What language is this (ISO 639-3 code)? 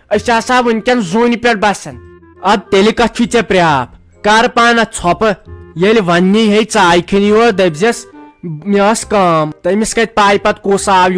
kas